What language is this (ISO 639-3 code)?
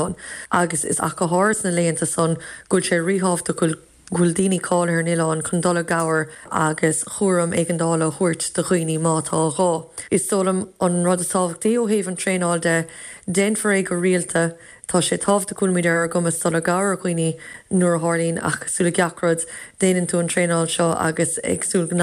gle